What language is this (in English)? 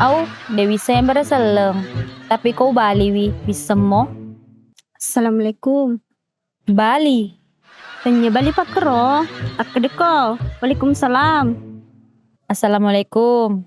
Buginese